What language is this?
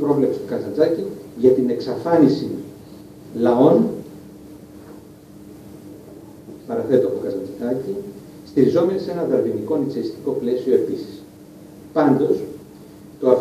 Greek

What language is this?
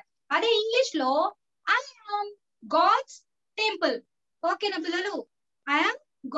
Telugu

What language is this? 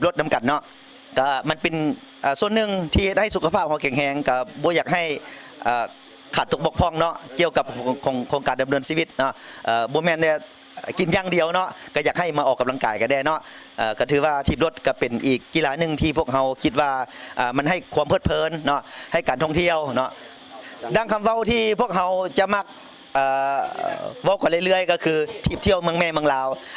Lao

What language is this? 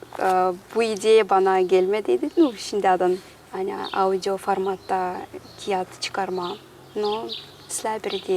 Gagauz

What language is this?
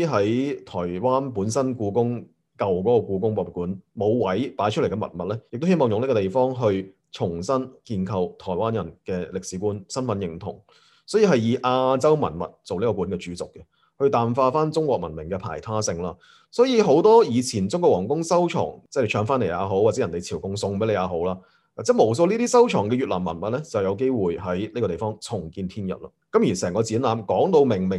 Cantonese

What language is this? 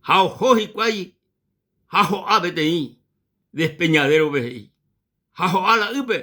Guarani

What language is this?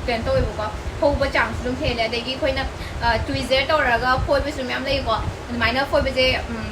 Manipuri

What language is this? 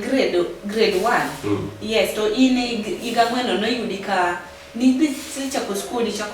Luo (Kenya and Tanzania)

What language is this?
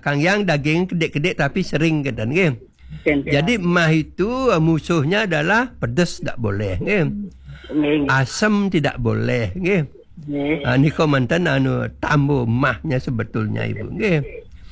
Balinese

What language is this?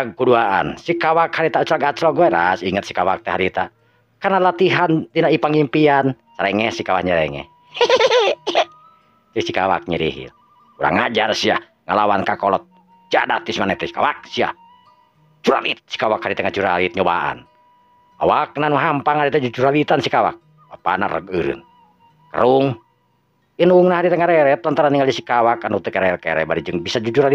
Sundanese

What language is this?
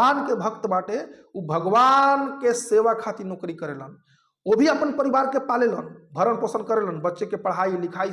Bhojpuri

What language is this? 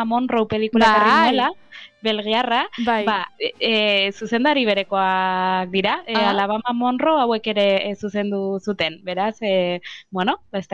Basque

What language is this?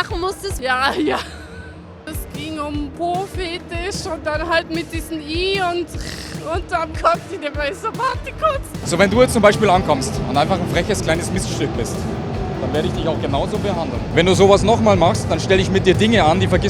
Swiss German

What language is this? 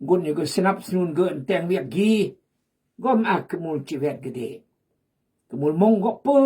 Khmu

